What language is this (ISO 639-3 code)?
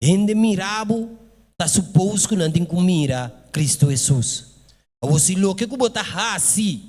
pap